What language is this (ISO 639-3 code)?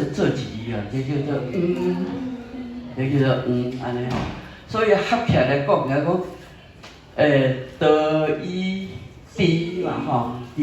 nan